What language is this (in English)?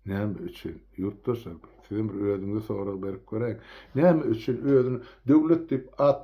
Turkmen